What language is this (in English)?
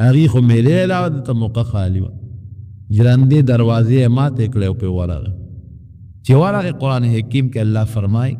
Pashto